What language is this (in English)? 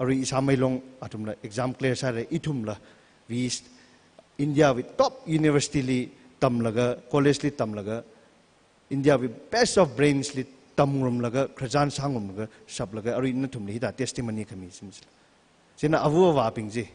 Tangkhul Naga (India)